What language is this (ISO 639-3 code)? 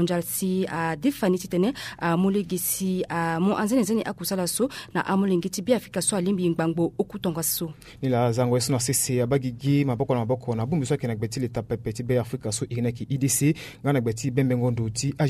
sag